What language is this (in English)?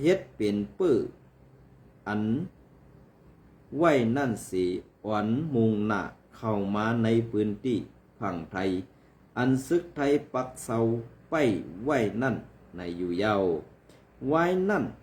Shan